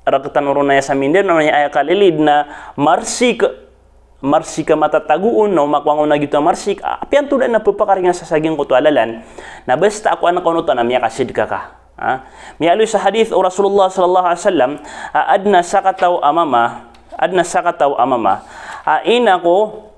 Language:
Maranao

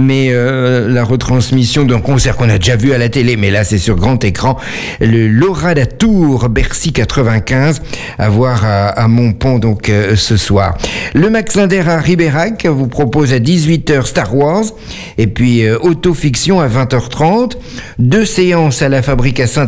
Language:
French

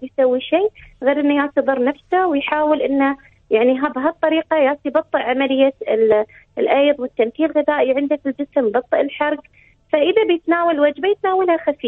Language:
Arabic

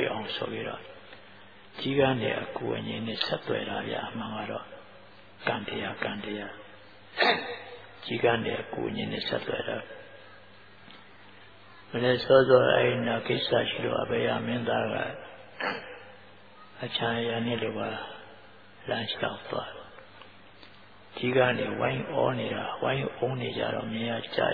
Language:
Burmese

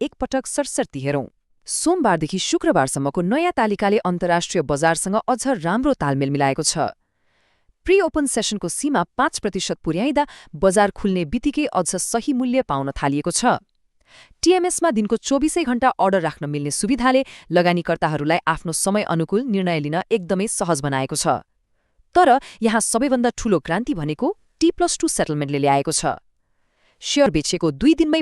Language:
Nepali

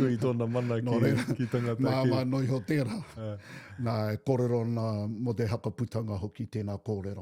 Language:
Māori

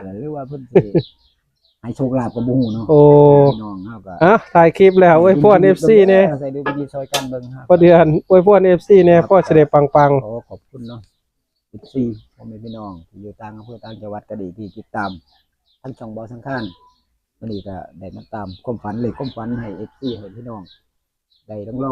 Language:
Northeastern Thai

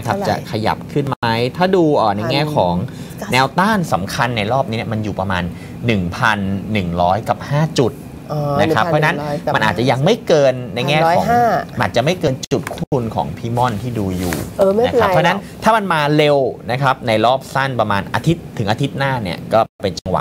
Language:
Thai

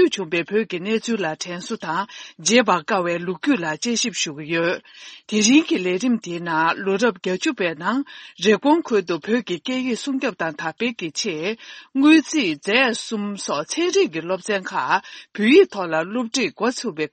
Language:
Tibetan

